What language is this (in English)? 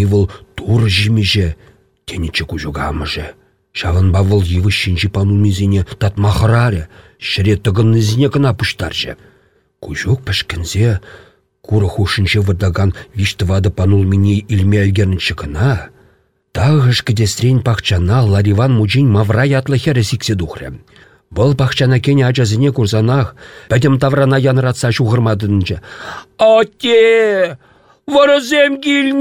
Chuvash